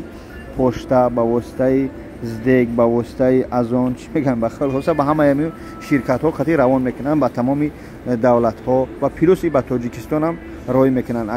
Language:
Tajik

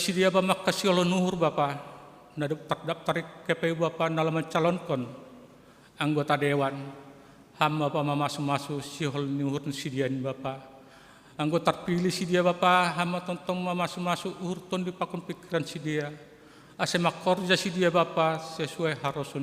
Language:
Batak Simalungun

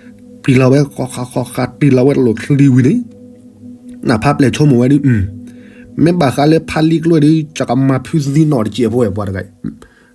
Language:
S'gaw Karen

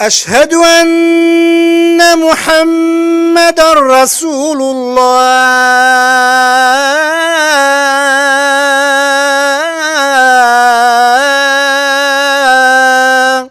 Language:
Kurdish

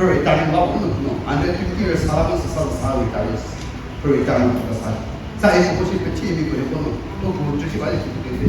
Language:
Chokri Naga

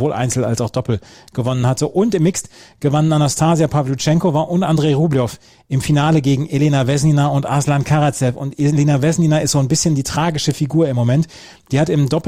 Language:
German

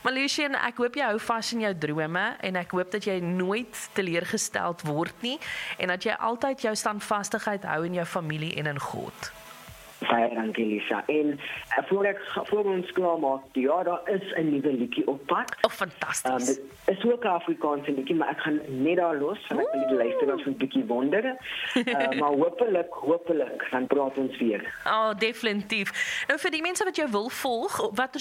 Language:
Afrikaans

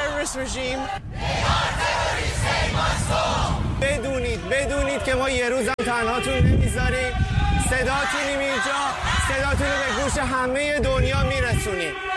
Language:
Persian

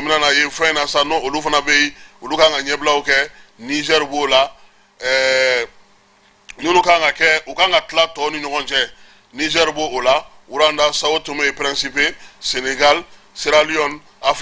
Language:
Bambara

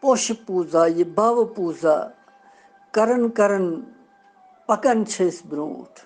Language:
Kashmiri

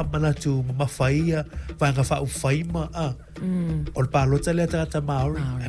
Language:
Samoan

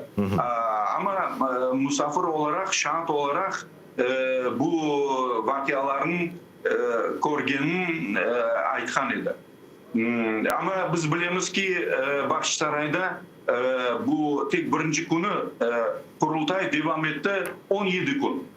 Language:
Crimean Tatar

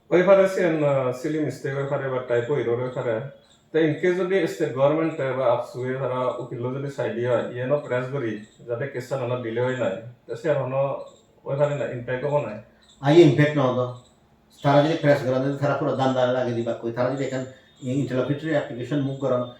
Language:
Chakma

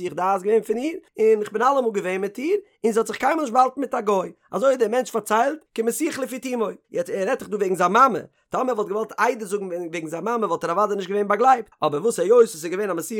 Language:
Yiddish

